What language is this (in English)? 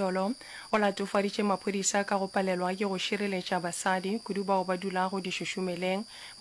Northern Sotho